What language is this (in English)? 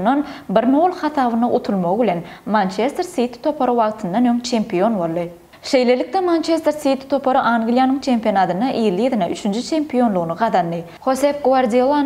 Turkmen